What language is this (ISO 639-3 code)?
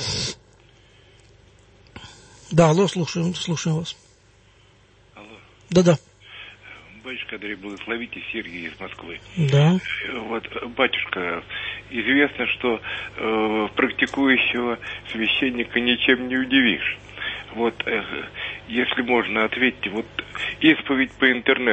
rus